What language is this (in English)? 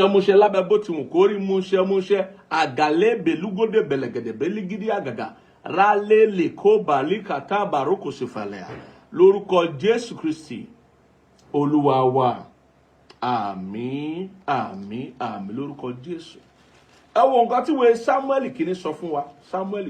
Yoruba